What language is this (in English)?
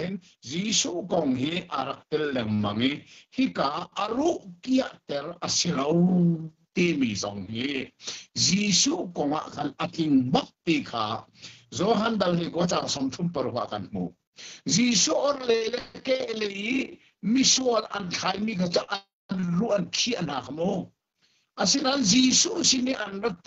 Hakha Chin